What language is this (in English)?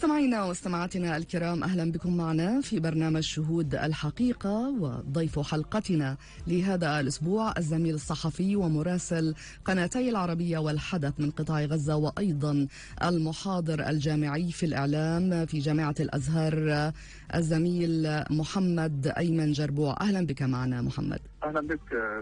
Arabic